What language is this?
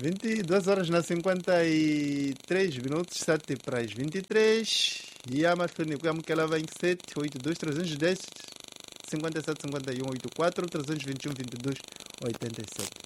Tsonga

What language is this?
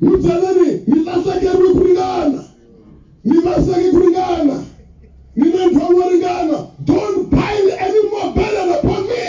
Tsonga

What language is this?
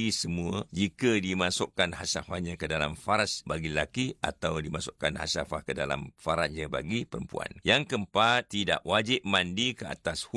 Malay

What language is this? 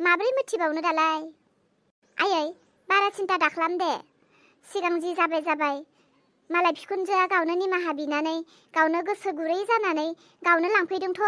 Bodo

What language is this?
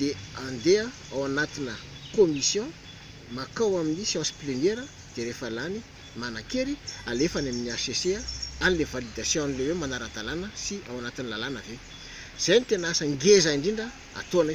Malagasy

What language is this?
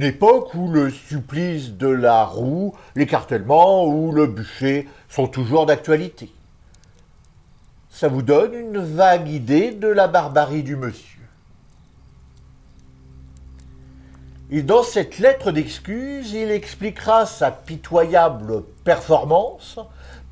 French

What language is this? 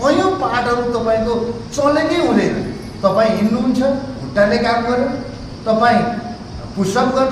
Nepali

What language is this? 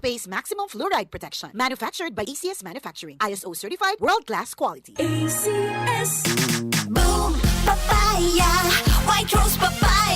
Bikol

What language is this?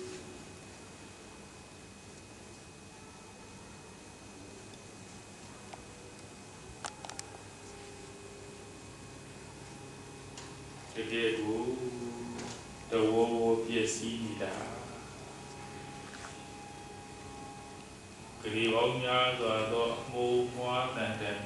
Burmese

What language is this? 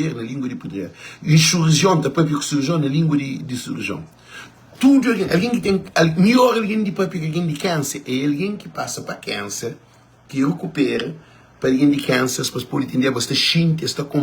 Kabuverdianu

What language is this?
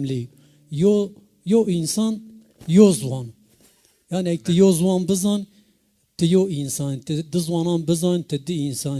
Zaza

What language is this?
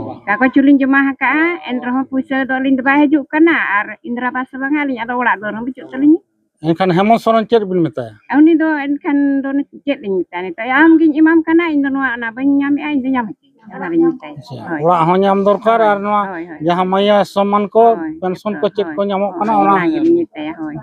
Santali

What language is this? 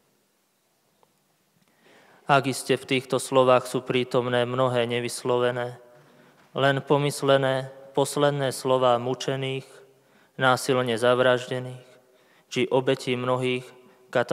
Slovak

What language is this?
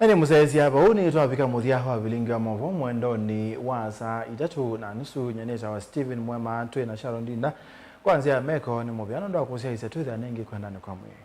Kamba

